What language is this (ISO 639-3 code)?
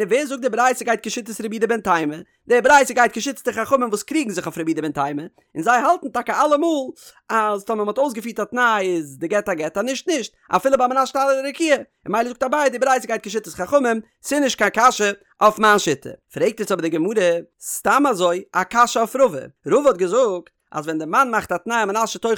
yid